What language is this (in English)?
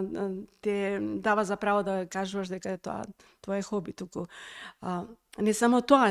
Macedonian